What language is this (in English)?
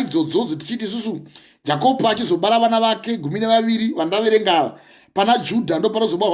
Shona